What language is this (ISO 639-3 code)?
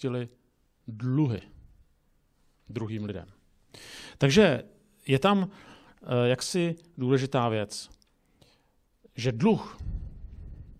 ces